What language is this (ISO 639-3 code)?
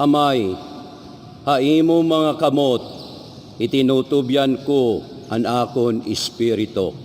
war